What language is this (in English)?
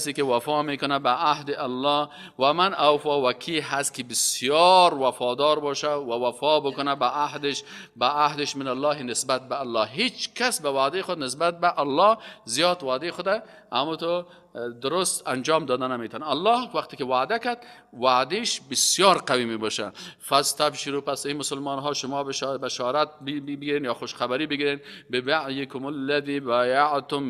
Persian